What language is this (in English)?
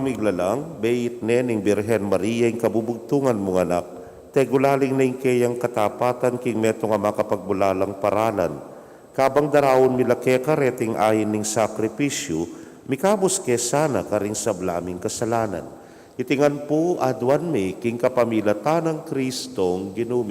Pampanga